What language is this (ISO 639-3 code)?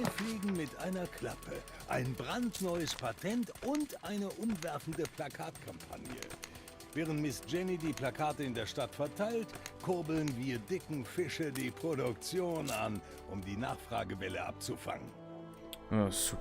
bar